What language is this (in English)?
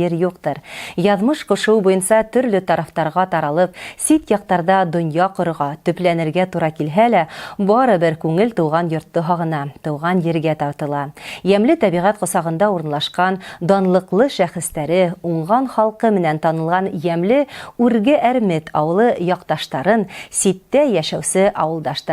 Bashkir